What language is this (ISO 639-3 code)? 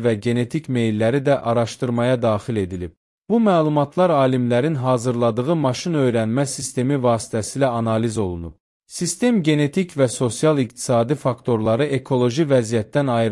aze